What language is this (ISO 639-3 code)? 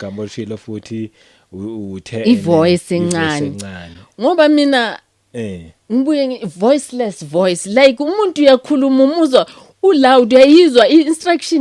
zul